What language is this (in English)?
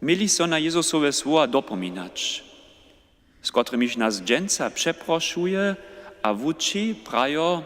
Upper Sorbian